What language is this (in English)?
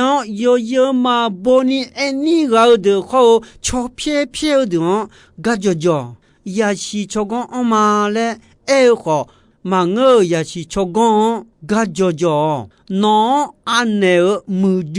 Akha